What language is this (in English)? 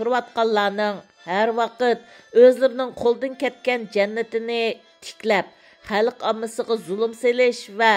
Uyghur